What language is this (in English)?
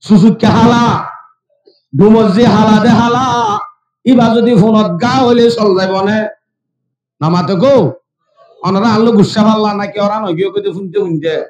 Rohingya